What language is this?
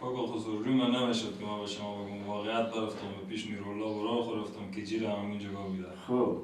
Persian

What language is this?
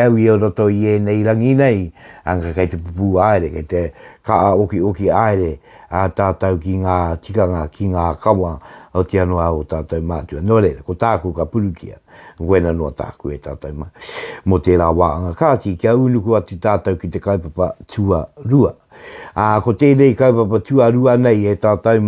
Māori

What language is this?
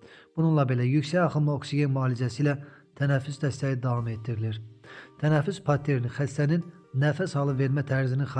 Azerbaijani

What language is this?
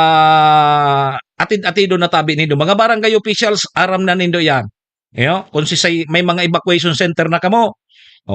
Bikol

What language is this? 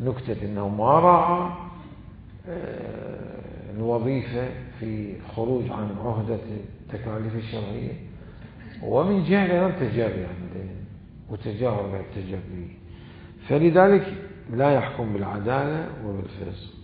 Mesopotamian Arabic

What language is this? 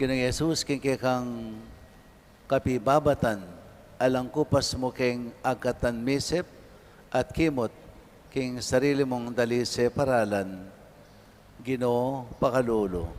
Pampanga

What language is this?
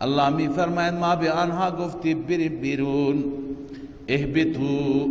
Persian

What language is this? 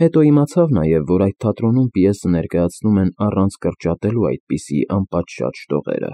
Armenian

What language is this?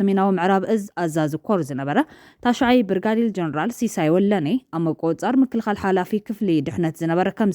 Tigrinya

